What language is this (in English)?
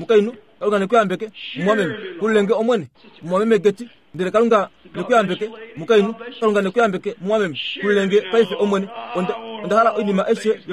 Kuanyama